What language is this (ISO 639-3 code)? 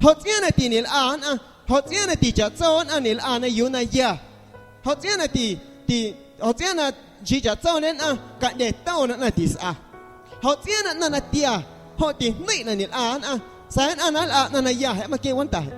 amu